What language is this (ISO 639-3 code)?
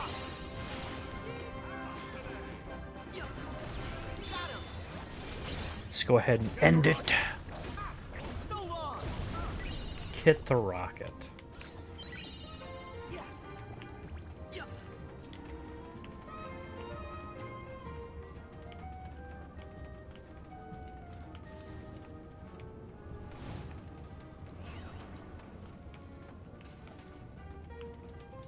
eng